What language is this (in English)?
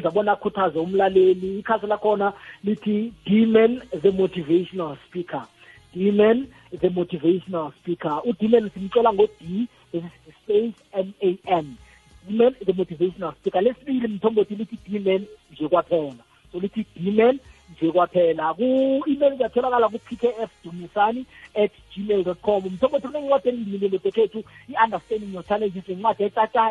South Ndebele